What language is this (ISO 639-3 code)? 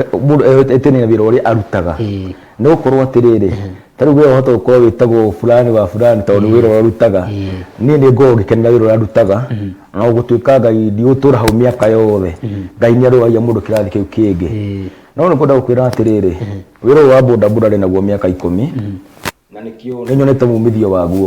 kik